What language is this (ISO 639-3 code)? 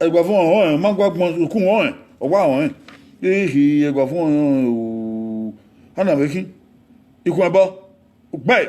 bin